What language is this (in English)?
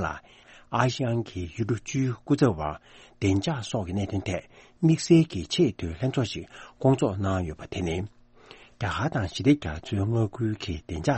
Tibetan